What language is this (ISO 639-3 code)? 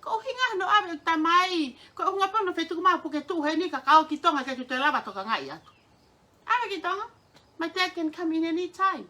ton